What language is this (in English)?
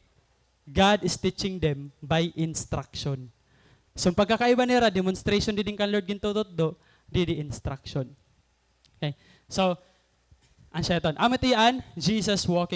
Waray